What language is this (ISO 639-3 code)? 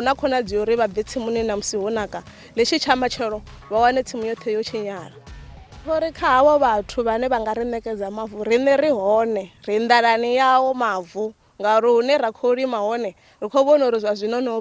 ven